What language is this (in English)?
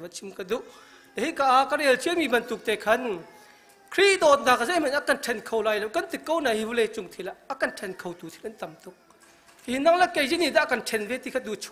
Hakha Chin